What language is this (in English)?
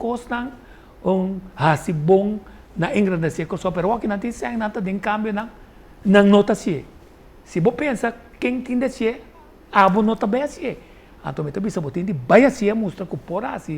Papiamento